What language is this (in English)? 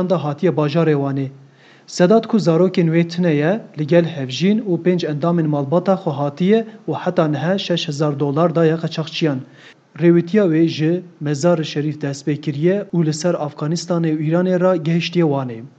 Kurdish